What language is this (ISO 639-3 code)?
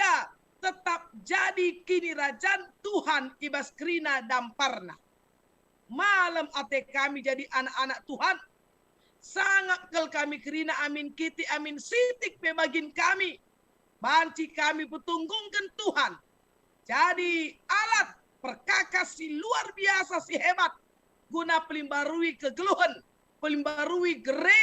btx